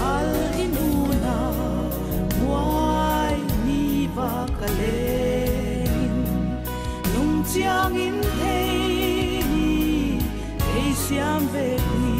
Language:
Paite Chin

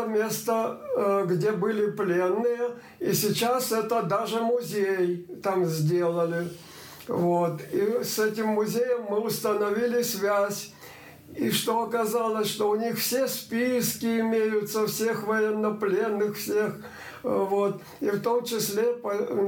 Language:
Russian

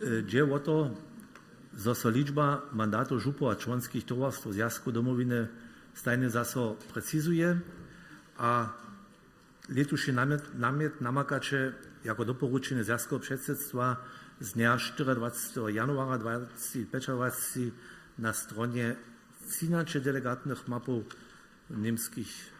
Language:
Upper Sorbian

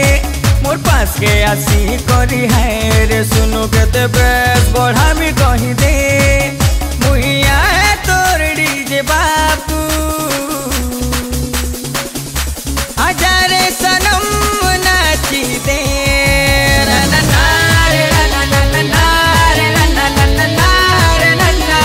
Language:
Sambalpuri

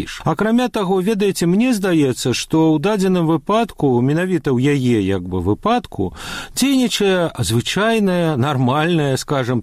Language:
Belarusian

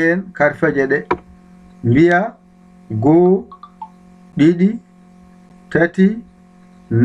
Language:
Fula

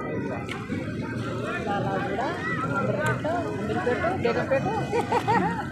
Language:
Telugu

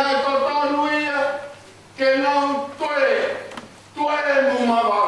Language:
Tongan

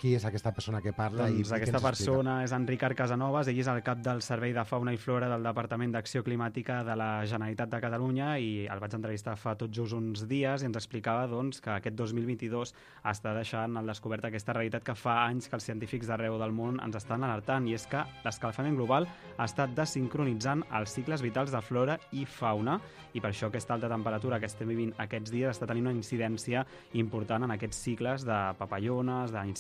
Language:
Catalan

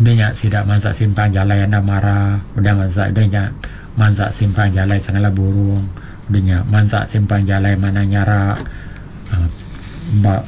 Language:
Iban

